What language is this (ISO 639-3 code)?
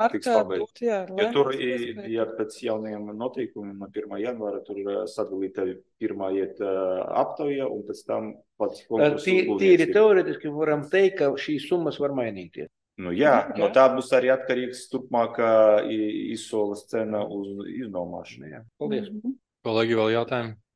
lav